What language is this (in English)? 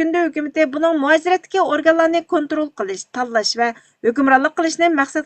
Uyghur